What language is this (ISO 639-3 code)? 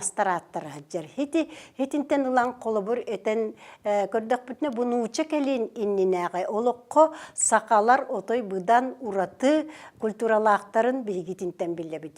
sah